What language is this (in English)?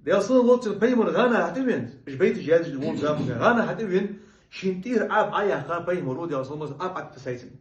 Ingush